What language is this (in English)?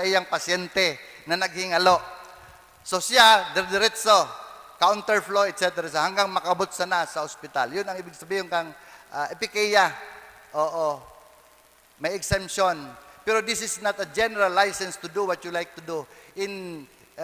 Bikol